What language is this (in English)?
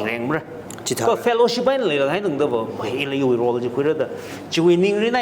Tangkhul Naga (India)